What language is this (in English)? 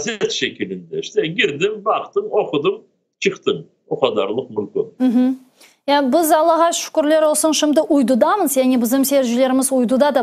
Crimean Tatar